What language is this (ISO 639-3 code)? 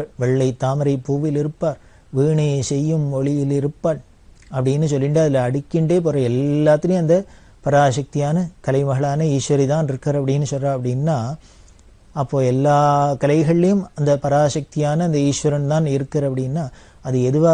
tam